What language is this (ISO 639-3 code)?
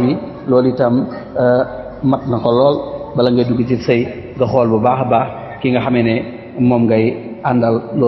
wol